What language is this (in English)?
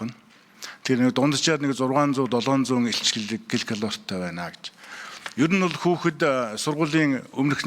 Mongolian